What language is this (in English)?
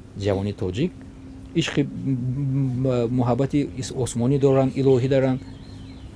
Tajik